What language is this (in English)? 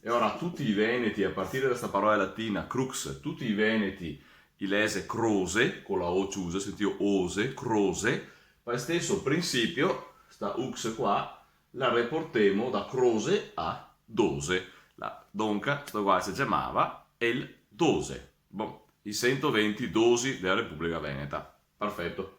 Venetian